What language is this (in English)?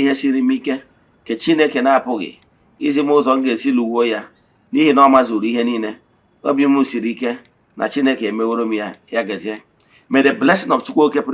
Igbo